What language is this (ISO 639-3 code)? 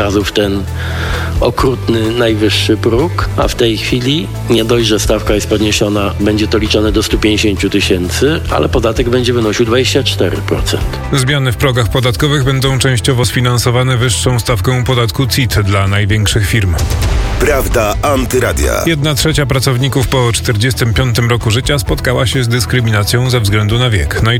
pol